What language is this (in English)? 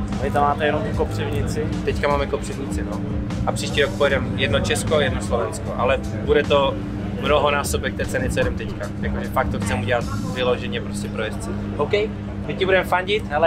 Czech